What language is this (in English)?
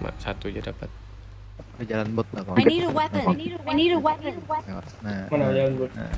Banjar